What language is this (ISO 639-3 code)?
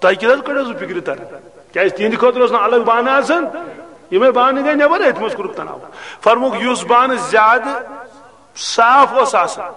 kas